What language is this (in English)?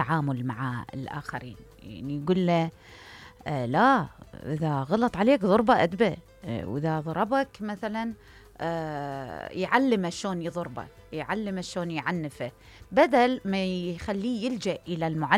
Mesopotamian Arabic